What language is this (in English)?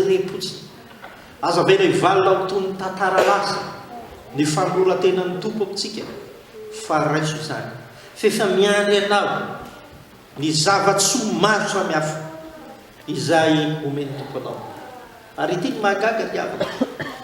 Malagasy